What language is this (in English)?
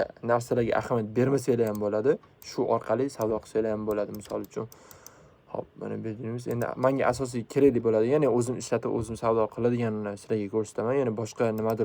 Uzbek